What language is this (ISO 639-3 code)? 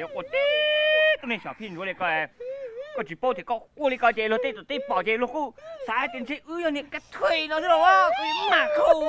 hmn